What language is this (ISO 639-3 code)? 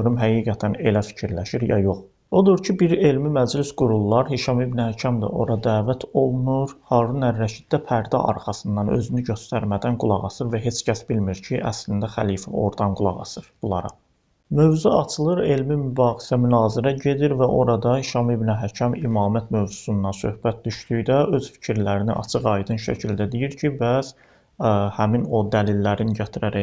aze